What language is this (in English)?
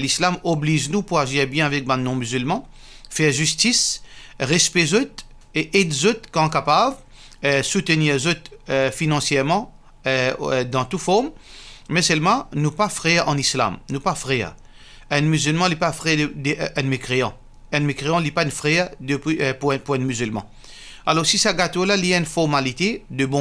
Morisyen